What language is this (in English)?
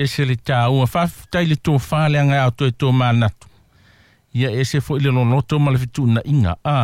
Samoan